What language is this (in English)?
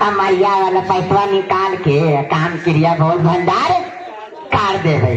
Magahi